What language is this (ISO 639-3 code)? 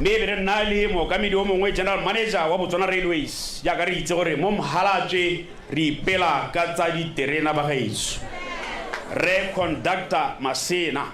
tsn